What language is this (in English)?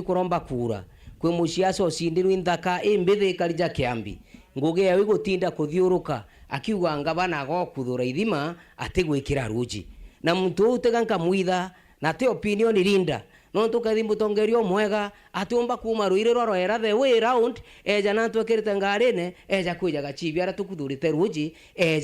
Meru